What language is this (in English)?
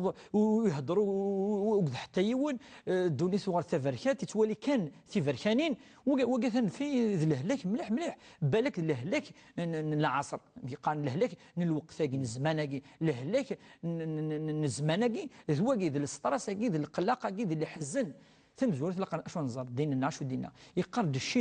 Kabyle